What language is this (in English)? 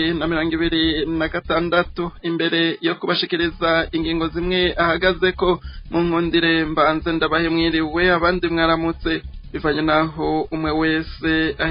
Rundi